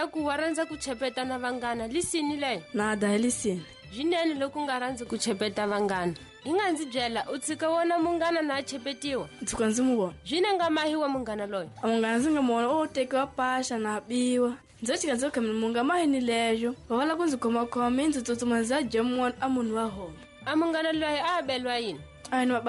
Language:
Tsonga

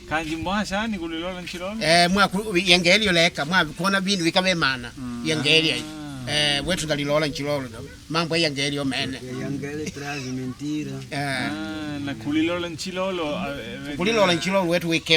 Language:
Makonde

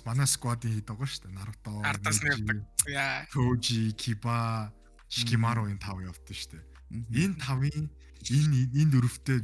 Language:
Mongolian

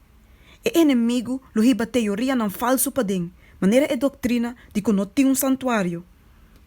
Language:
Papiamento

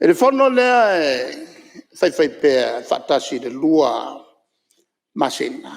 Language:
Samoan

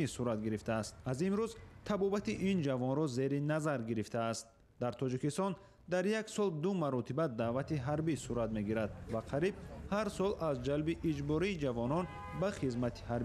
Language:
Tajik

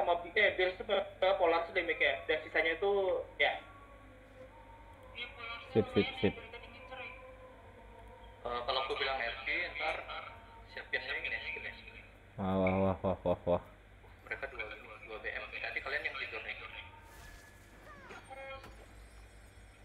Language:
Indonesian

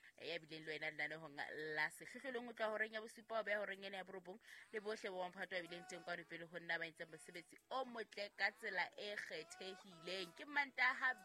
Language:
Southern Sotho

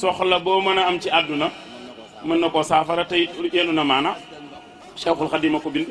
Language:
Wolof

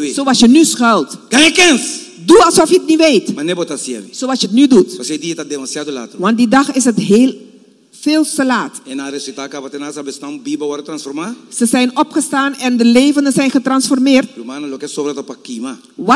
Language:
Dutch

